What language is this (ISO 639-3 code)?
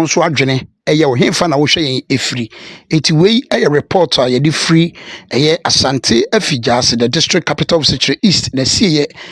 aka